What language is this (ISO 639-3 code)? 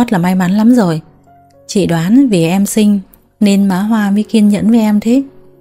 vie